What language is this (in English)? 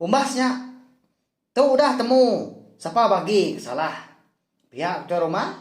Iban